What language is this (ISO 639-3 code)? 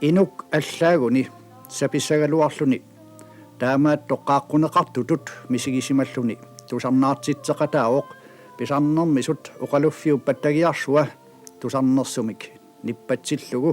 kal